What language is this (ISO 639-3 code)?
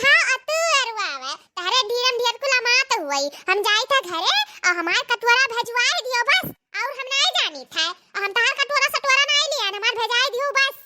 awa